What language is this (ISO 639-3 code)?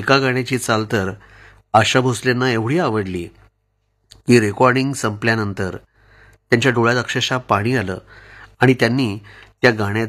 mar